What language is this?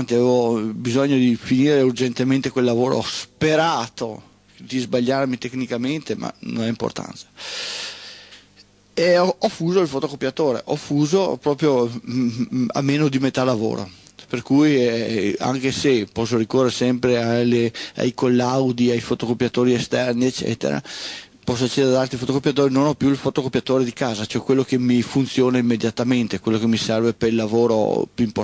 Italian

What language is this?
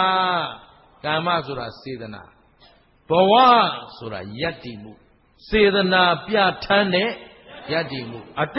Burmese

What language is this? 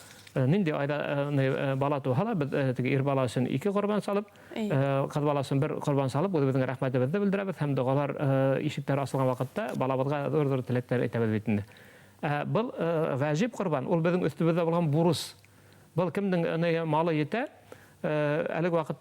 Bashkir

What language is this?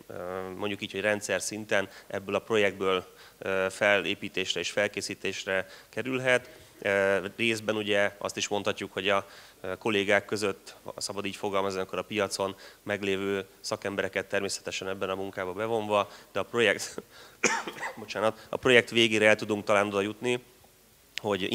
Hungarian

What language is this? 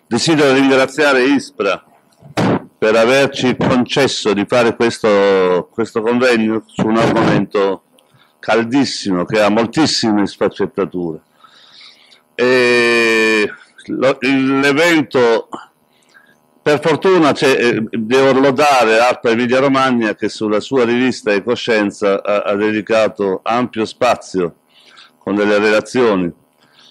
Italian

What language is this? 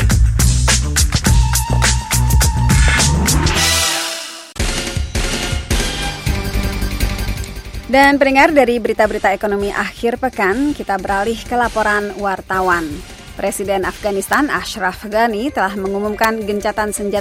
Indonesian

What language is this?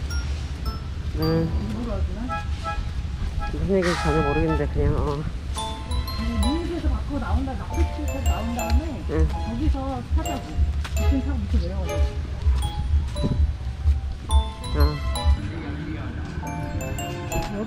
Korean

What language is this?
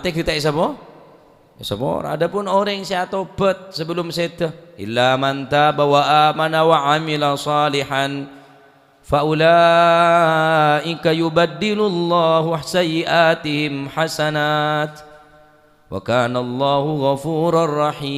Madurese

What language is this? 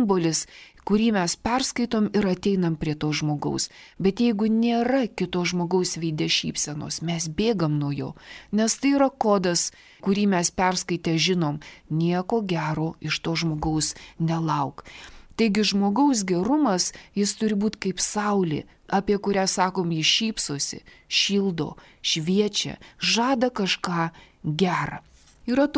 Lithuanian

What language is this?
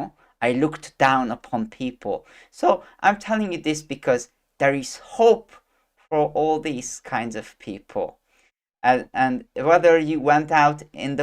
English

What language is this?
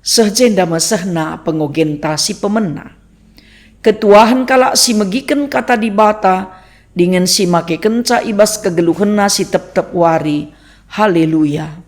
Batak Karo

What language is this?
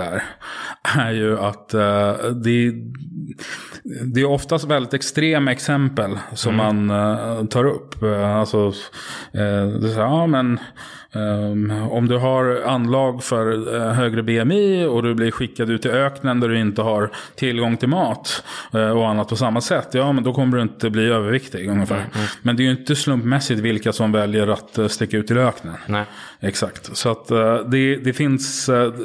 Swedish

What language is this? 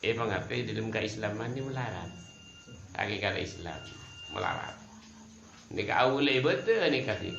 Madurese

